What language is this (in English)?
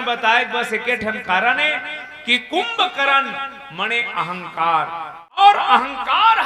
Chhattisgarhi